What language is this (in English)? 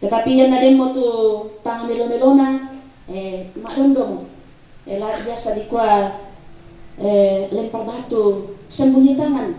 Toraja-Sa'dan